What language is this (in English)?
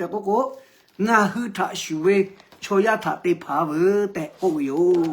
Lahu